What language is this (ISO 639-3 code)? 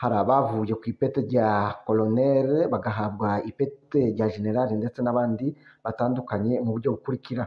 kin